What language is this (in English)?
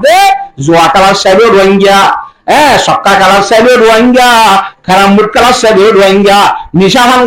Rohingya